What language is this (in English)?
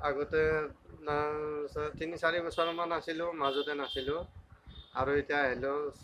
Assamese